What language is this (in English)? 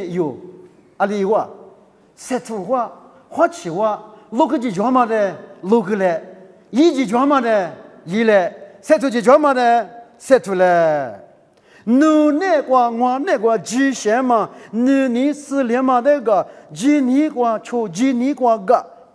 Lisu